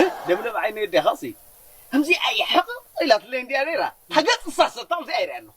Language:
Tigrinya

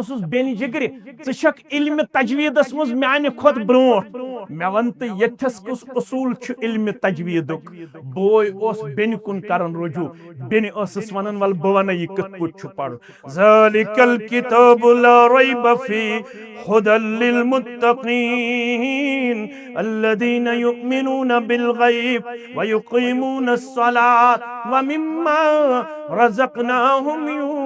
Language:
Kashmiri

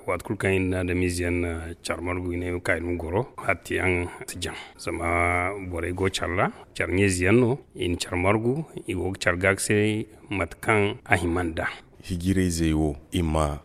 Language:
Zarma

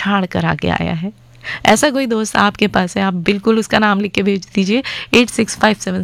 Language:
Hindi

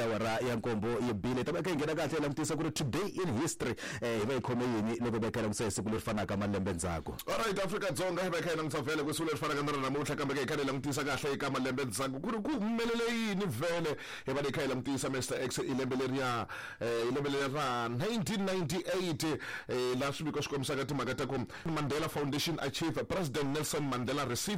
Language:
Tsonga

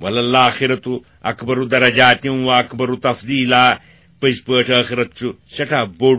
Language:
Kashmiri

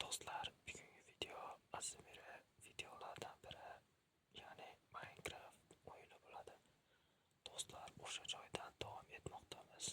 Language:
Uzbek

